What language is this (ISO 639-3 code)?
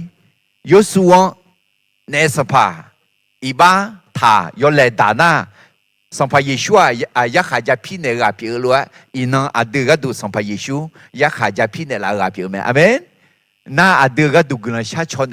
ahk